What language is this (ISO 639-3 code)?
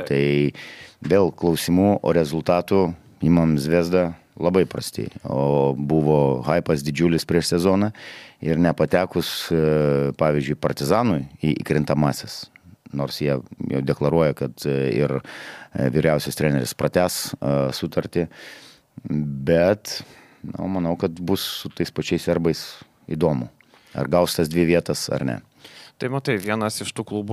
lit